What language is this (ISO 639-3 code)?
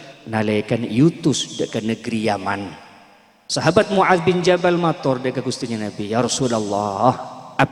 mad